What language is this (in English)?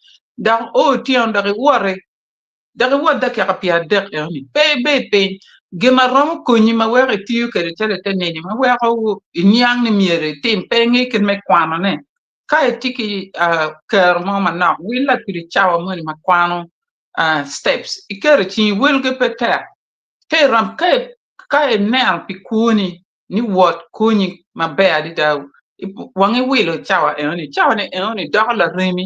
Acoli